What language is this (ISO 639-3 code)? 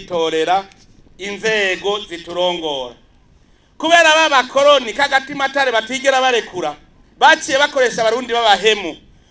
run